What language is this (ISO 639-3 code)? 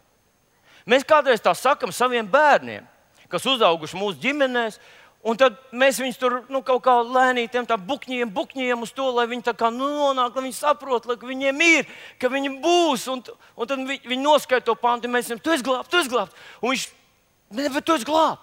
lav